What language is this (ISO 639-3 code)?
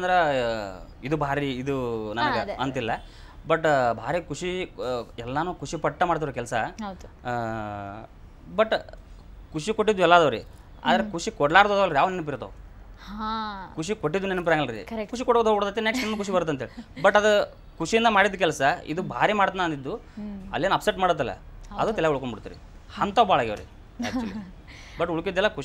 kan